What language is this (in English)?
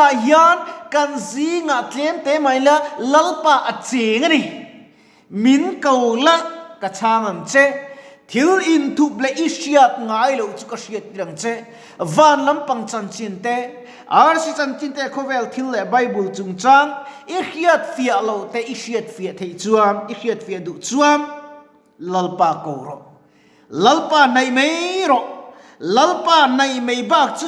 Mizo